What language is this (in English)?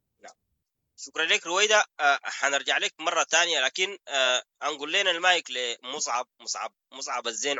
Sudanese Arabic